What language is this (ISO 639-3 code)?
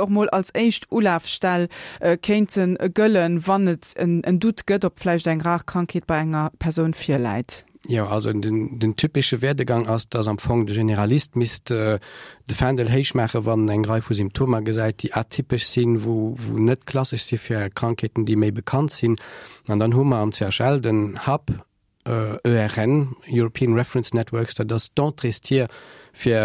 ltz